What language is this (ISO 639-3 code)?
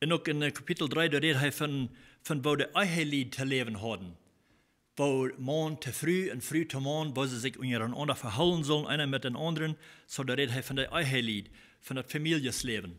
pdt